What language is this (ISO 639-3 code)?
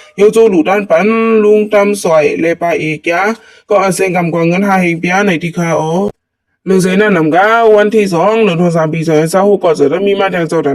shn